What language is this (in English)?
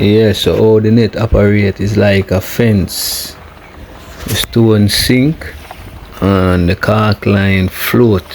Jamaican Creole English